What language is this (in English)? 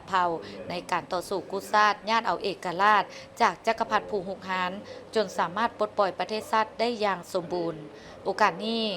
Lao